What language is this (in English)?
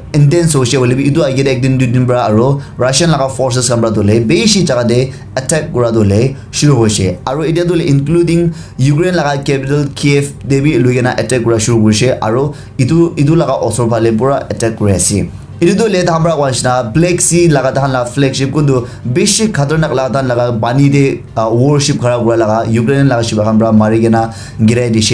Naga Pidgin